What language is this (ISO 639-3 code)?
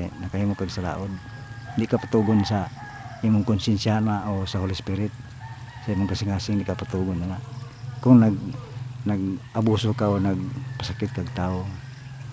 ceb